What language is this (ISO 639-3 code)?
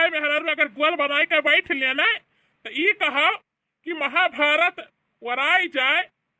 bho